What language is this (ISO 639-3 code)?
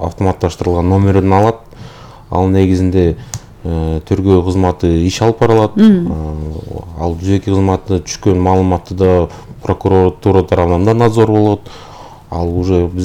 kir